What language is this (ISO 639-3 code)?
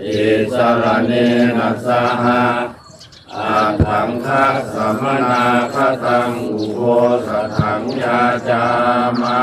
tts